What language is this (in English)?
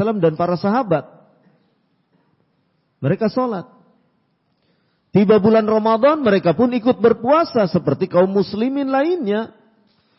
Indonesian